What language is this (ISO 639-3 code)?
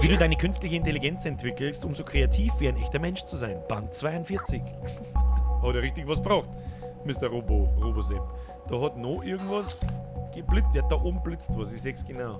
bar